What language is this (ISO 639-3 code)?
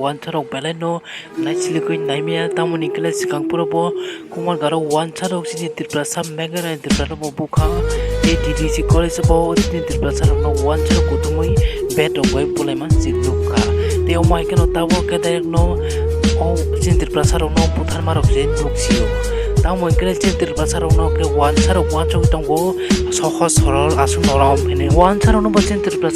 trp